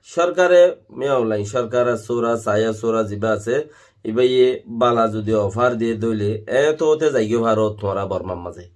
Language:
Rohingya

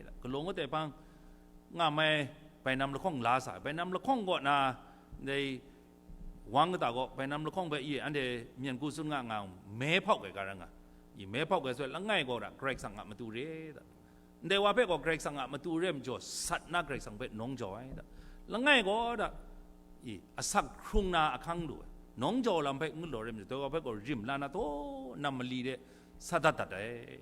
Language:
Kachin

